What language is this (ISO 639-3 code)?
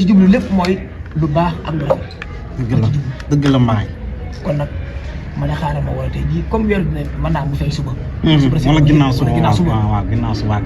wol